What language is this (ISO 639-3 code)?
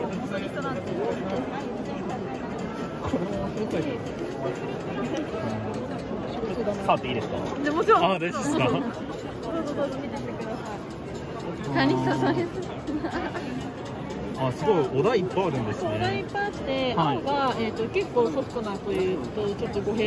jpn